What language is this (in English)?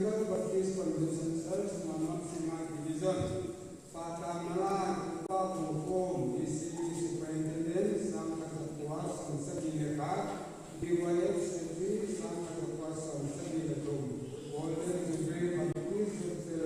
Paite Chin